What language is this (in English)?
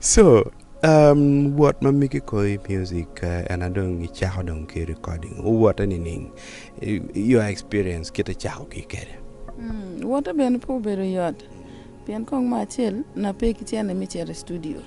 Acoli